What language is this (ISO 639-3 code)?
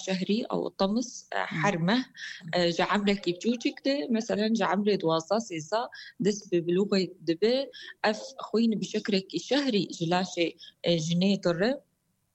kur